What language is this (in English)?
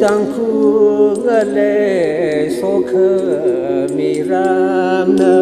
Tangkhul Naga (India)